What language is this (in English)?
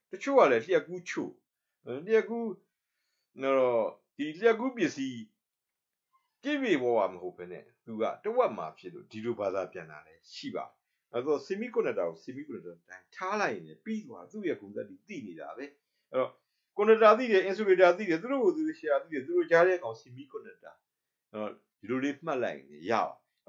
Burmese